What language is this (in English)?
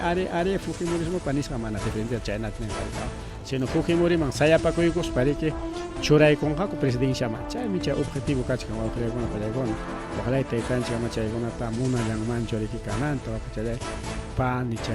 Ayacucho Quechua